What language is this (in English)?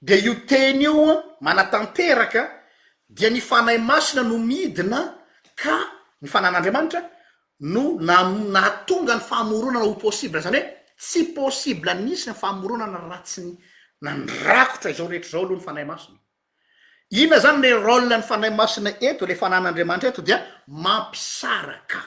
Malagasy